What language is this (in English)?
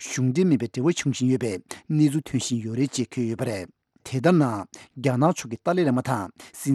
Tibetan